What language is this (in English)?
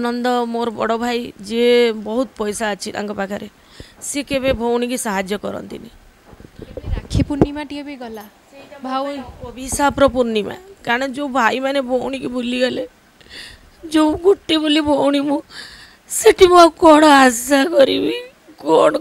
Odia